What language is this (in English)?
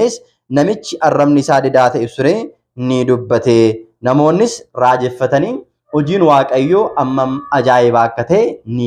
Oromo